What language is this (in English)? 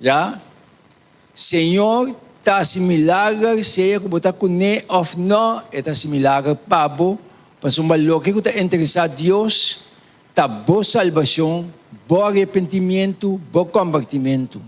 Papiamento